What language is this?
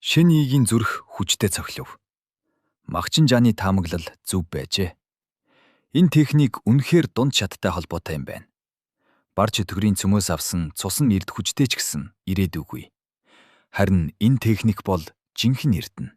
Mongolian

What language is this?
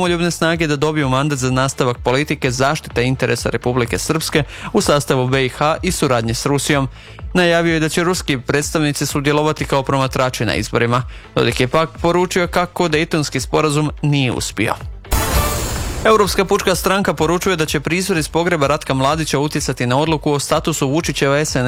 Croatian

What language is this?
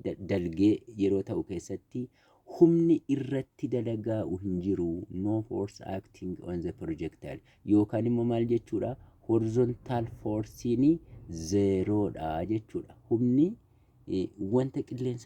Oromo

